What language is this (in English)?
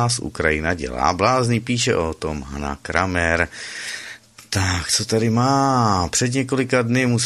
Czech